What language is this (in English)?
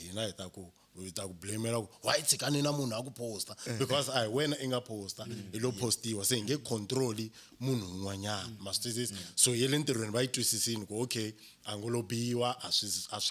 Tsonga